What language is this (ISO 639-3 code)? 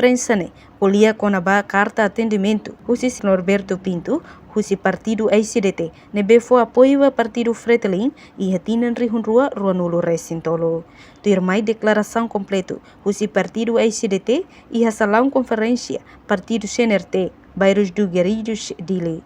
tet